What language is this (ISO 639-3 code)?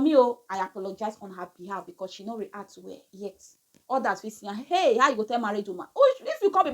pcm